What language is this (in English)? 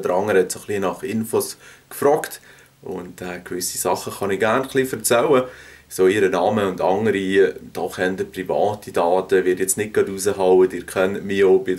Swiss German